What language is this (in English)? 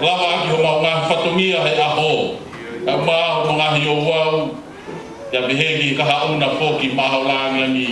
Tongan